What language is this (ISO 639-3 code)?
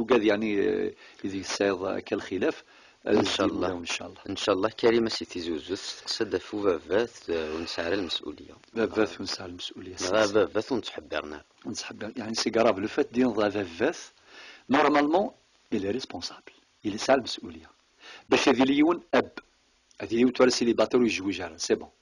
kab